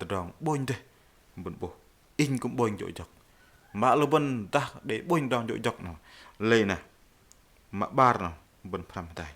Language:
Bahnar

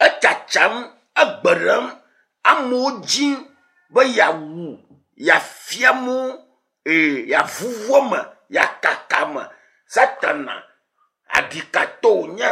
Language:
Ewe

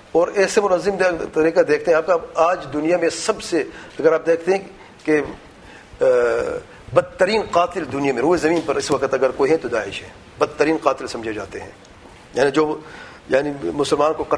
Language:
Urdu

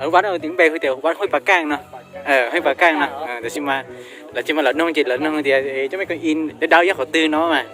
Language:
Hmong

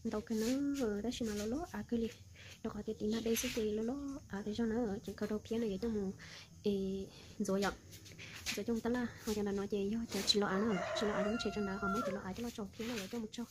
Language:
Hmong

